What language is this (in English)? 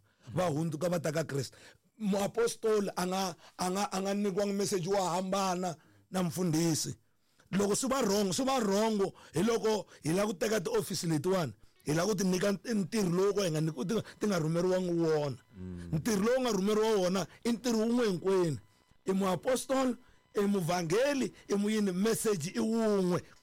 Tsonga